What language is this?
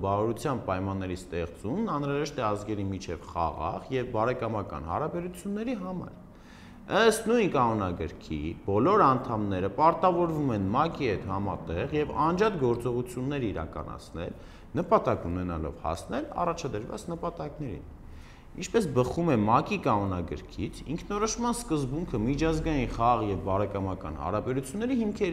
Armenian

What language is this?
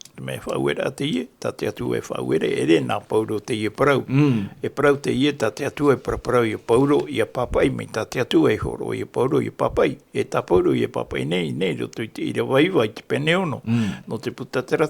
Tahitian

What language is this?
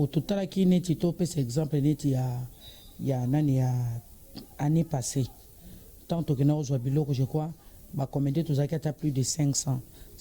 Lingala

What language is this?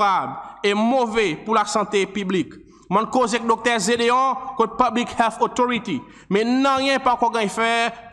Seselwa Creole French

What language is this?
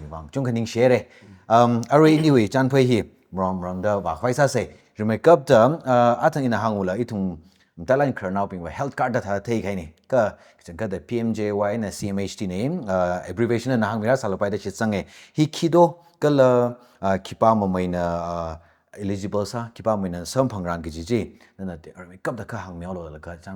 Tangkhul Naga (India)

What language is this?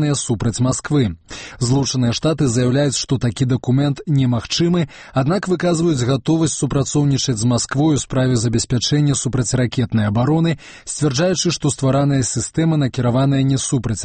Belarusian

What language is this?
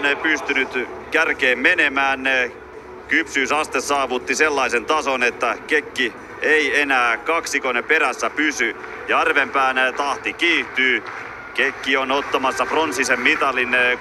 Finnish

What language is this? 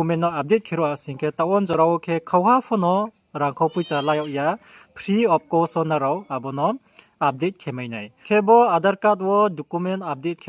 Riang (India)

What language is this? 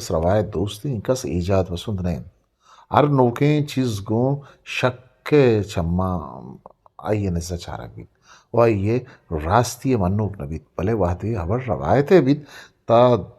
Eastern Balochi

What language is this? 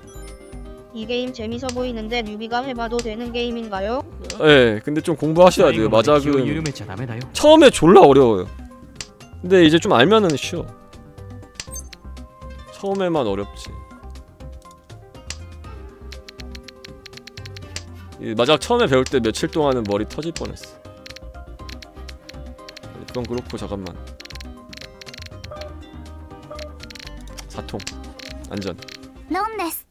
Korean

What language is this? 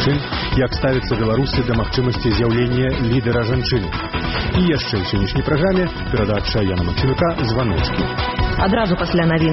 Belarusian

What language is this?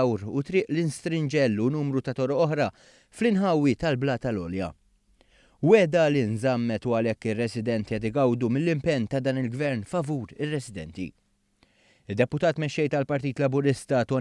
Maltese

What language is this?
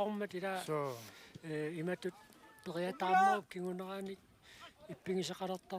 Kalaallisut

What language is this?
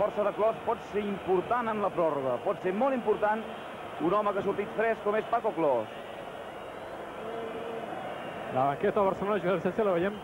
Catalan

